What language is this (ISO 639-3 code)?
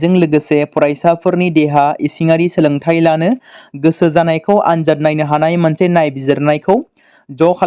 brx